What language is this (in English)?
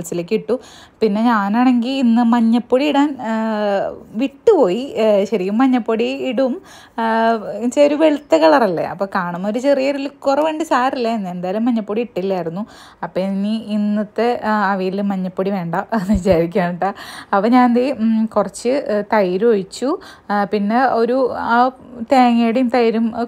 Malayalam